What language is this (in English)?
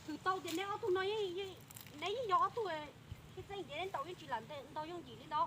Hmong